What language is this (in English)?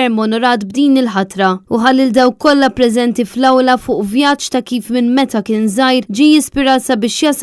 Maltese